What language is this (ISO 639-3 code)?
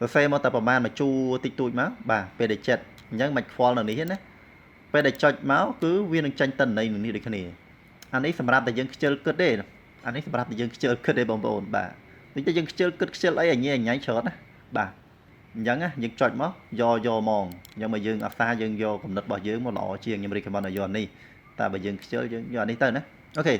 khm